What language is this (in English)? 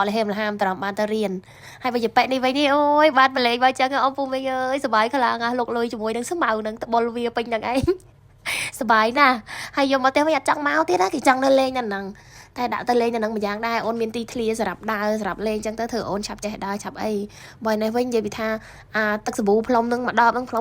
Khmer